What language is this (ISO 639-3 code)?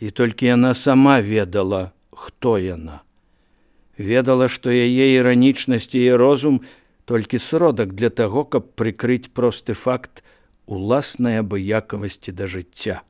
bel